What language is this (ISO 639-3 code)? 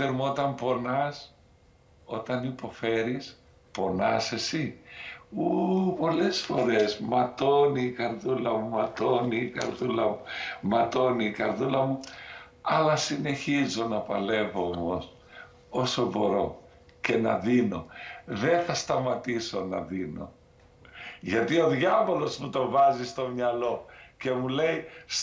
ell